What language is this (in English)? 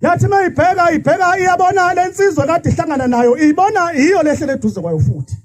Zulu